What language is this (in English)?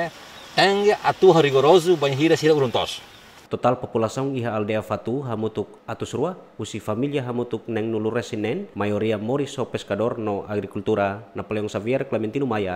Tetum